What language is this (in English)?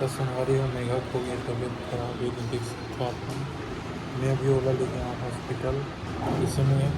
Chhattisgarhi